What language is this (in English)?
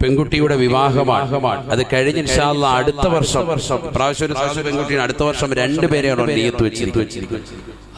Malayalam